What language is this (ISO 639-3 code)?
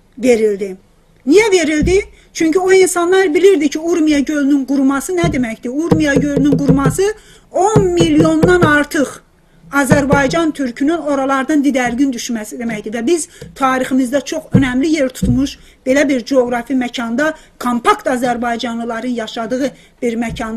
azb